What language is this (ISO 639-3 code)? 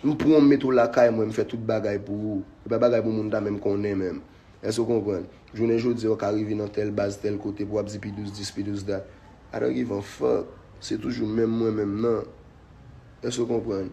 hat